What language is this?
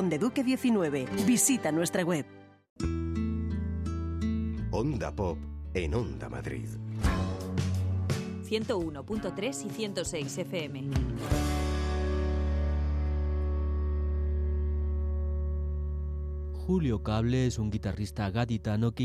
Spanish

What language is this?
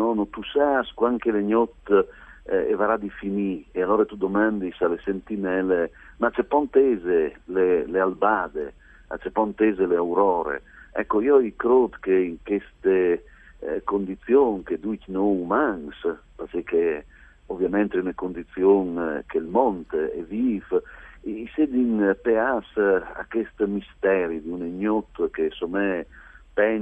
Friulian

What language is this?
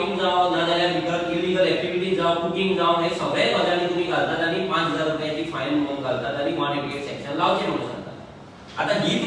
Konkani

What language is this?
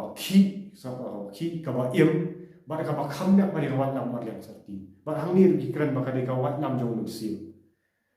Khasi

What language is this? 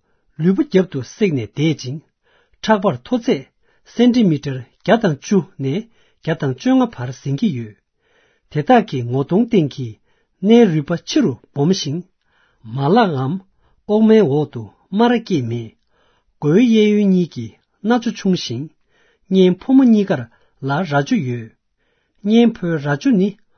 Tibetan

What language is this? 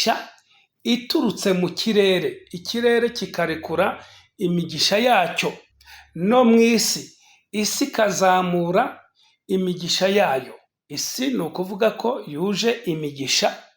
Kinyarwanda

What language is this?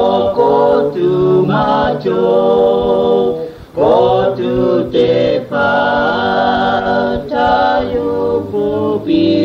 Lahu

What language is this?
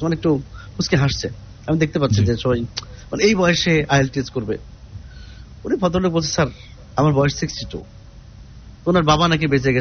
Bangla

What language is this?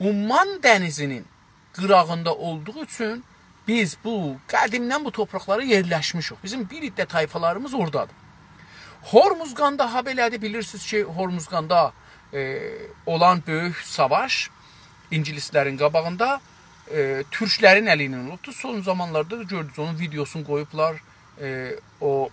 South Azerbaijani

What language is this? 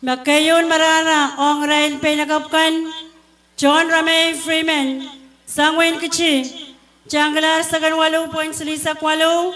Pohnpeian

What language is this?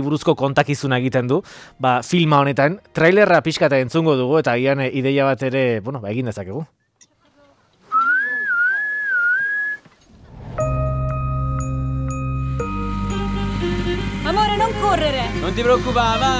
Basque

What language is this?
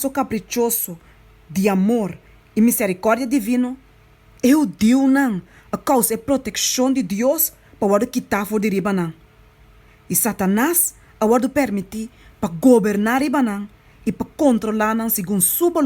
Papiamento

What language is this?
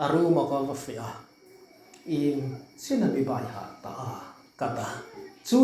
Hmar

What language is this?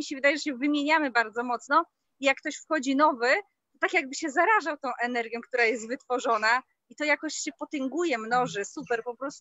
Polish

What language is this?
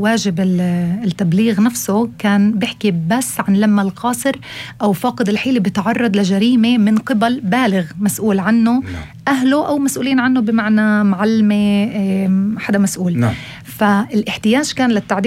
North Levantine Arabic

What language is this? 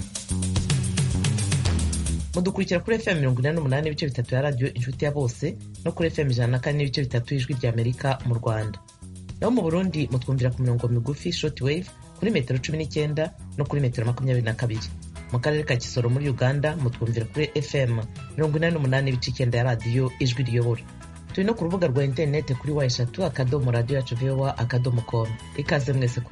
Kinyarwanda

